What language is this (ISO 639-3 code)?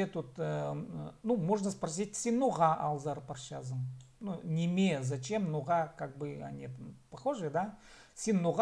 kjh